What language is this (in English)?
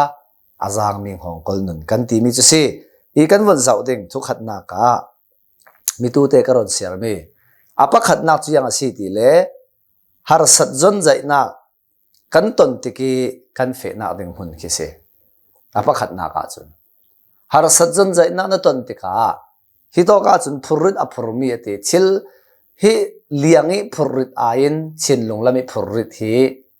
Hakha Chin